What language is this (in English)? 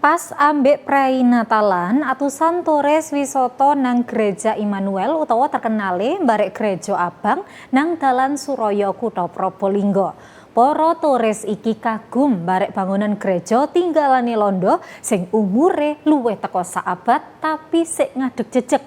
Javanese